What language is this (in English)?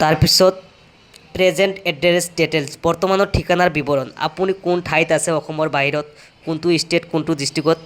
Assamese